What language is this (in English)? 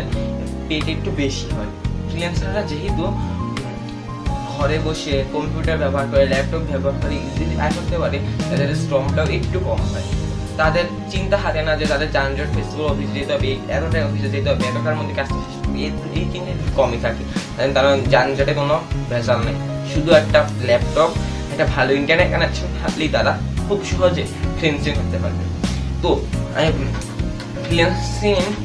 Bangla